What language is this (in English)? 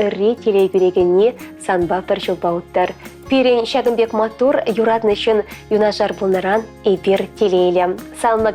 Chuvash